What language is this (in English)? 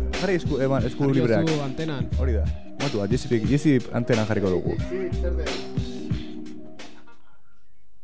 Basque